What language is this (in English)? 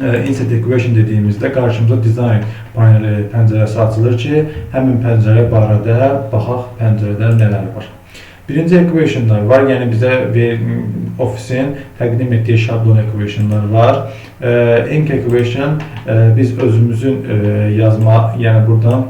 Azerbaijani